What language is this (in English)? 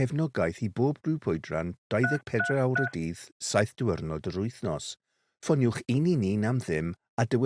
Welsh